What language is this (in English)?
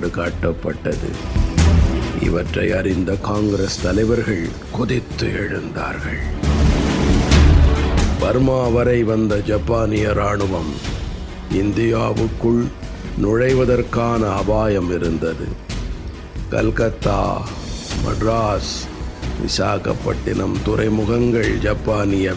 Tamil